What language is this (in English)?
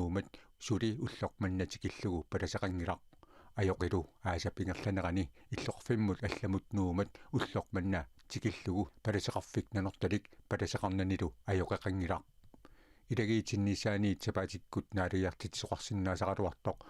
Kalaallisut